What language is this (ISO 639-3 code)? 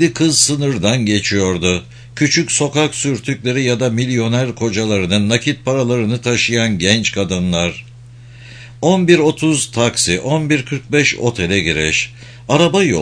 tur